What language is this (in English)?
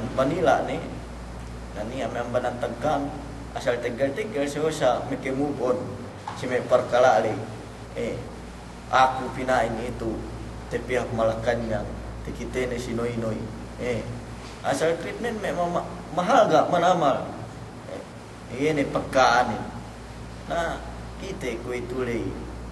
Yakan